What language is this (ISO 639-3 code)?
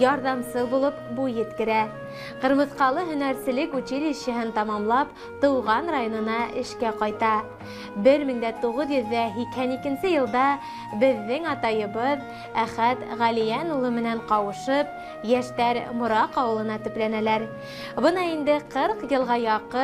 bak